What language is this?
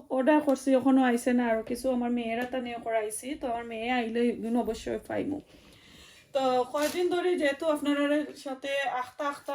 Sylheti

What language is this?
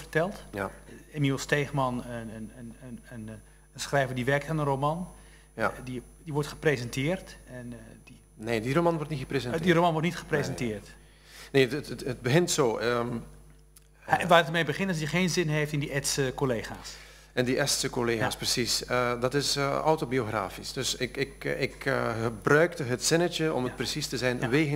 Dutch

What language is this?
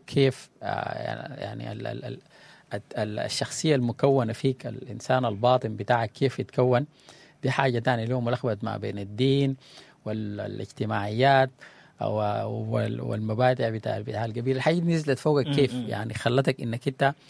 Sudanese Arabic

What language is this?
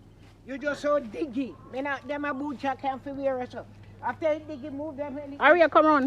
Jamaican Creole English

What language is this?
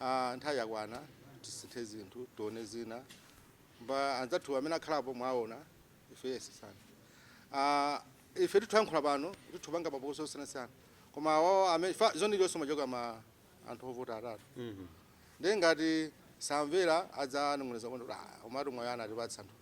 Nyanja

